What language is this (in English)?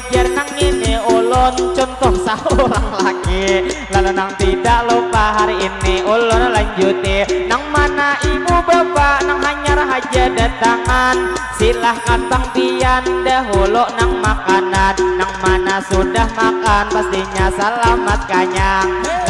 Banjar